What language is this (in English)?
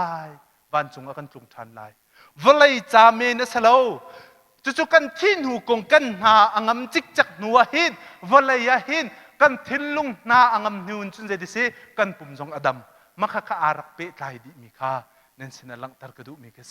Hakha Chin